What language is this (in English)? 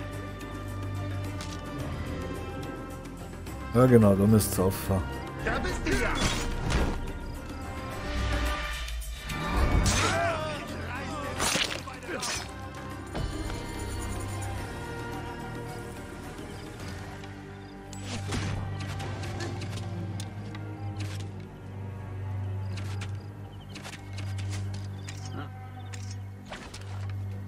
German